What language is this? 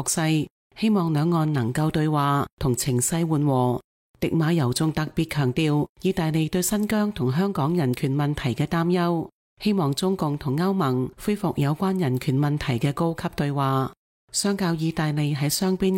Cantonese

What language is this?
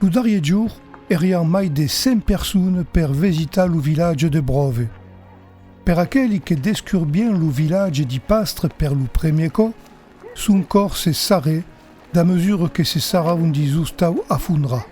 Occitan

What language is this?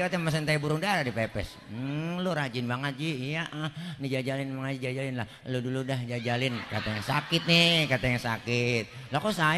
Betawi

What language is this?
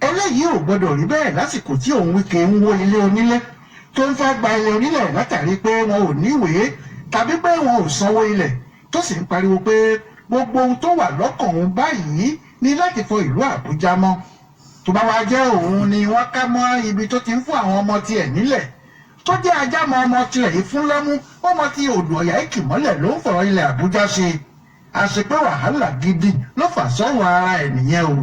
Yoruba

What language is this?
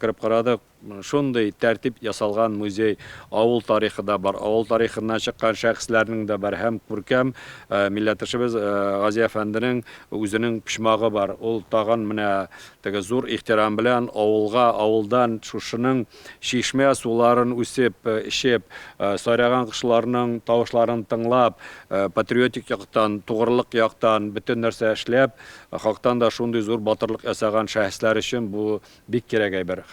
Tatar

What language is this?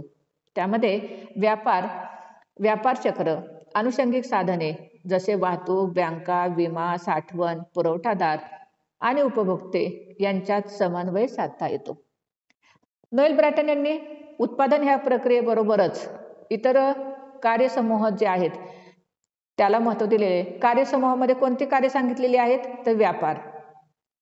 Marathi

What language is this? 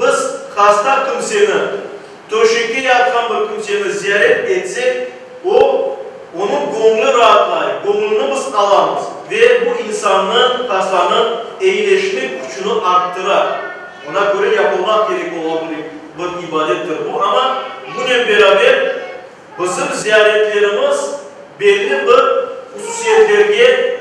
Crimean Tatar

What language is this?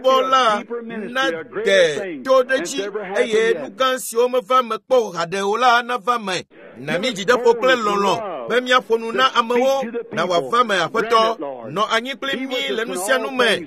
Ewe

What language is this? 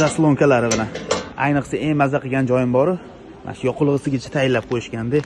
Uzbek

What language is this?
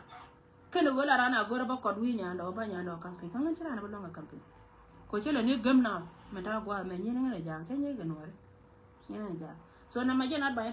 Nuer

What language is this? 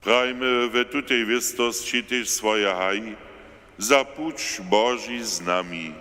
Upper Sorbian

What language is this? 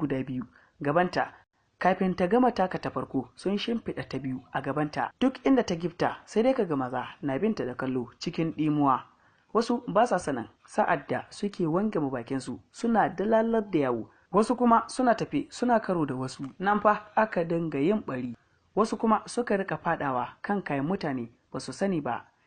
Hausa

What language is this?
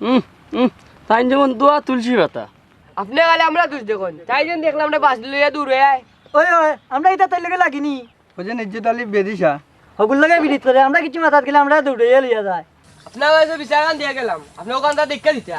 Sylheti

